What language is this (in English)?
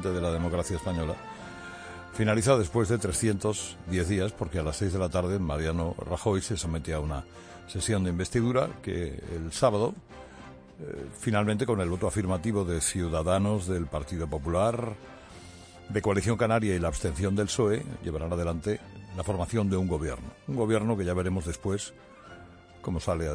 Spanish